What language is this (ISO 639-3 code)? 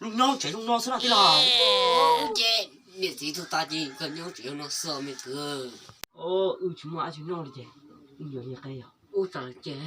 hmn